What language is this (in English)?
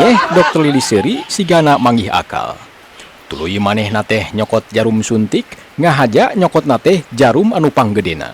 Sundanese